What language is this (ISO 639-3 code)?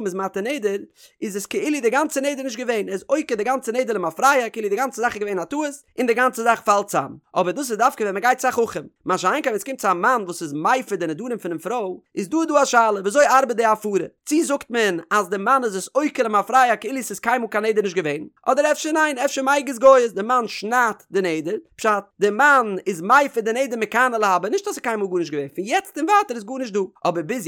yid